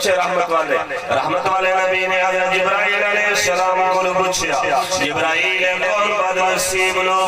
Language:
Saraiki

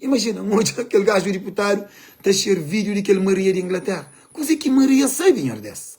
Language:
Kabuverdianu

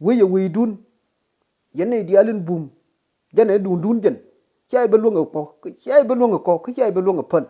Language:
Nuer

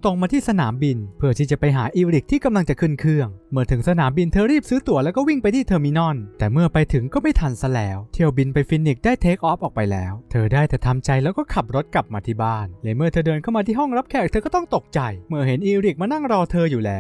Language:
Thai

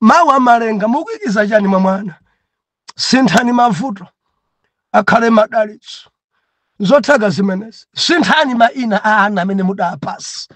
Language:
Nyanja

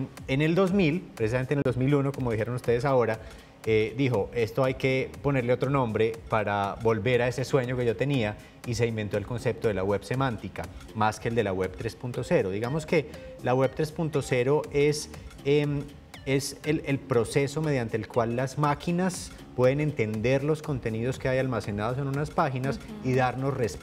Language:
Spanish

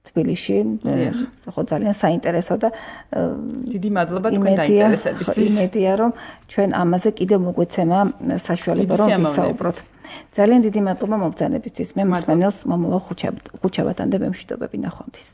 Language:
Georgian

